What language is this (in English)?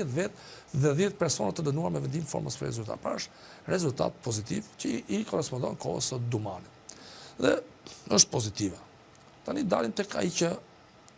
Albanian